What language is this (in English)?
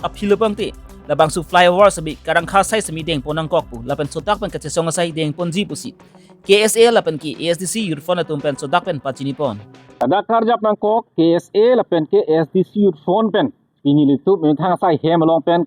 Karbi